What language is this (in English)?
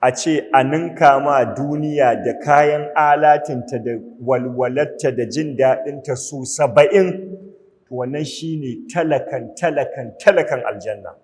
Hausa